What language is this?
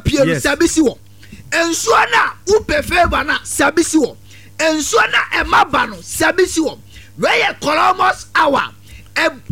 Akan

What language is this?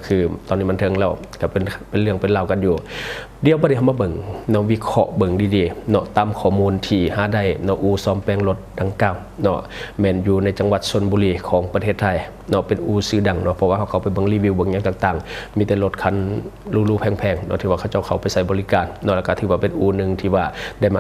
Lao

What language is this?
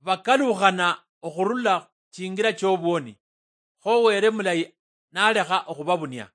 Luyia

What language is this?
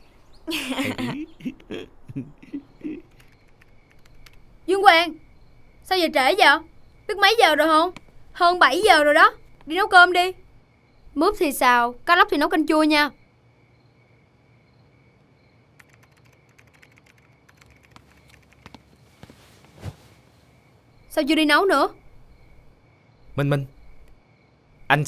Vietnamese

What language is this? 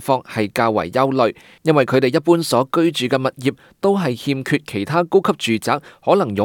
Cantonese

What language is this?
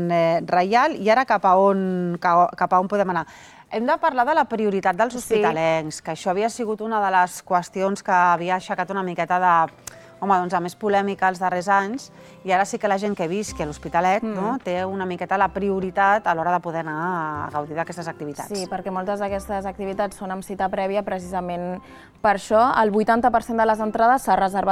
Catalan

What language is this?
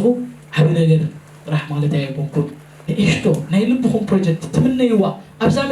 Tigrinya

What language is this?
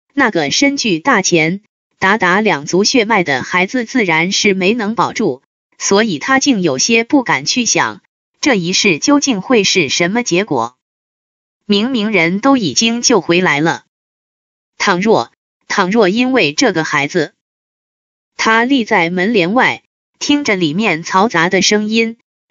Chinese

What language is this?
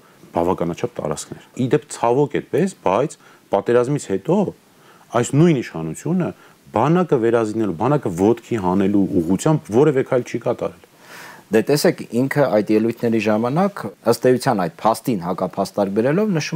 Armenian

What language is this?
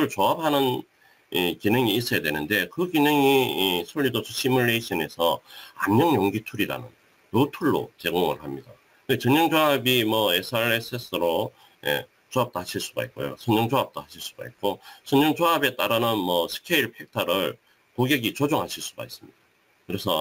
Korean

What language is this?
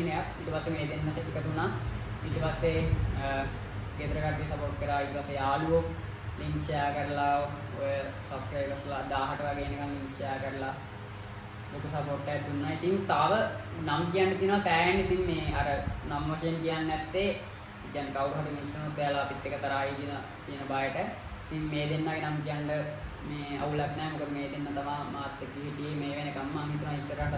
Sinhala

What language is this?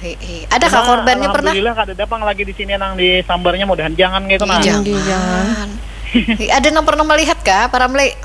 Banjar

